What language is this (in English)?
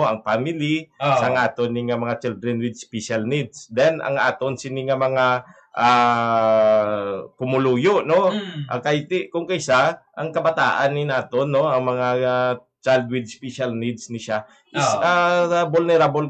Hiligaynon